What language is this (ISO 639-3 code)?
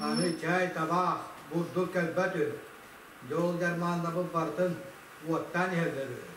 sah